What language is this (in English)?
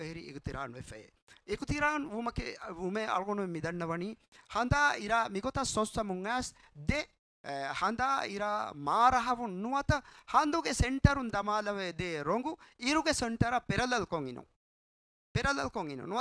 Divehi